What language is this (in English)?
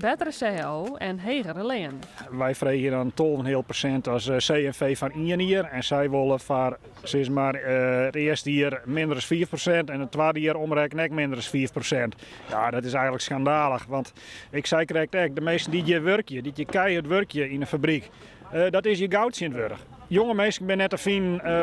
Western Frisian